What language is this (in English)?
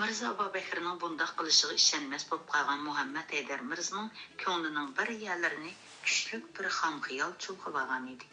Uyghur